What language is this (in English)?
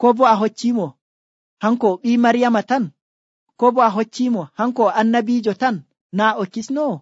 Nigerian Fulfulde